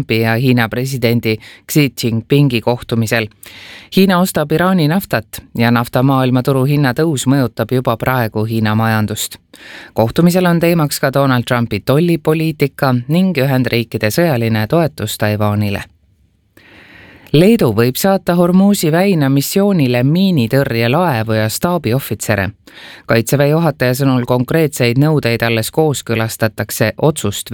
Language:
Estonian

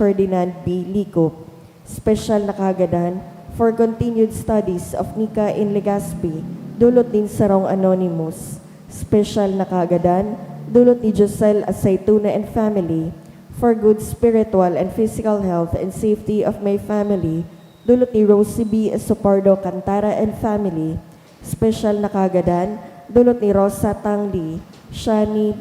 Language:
Bikol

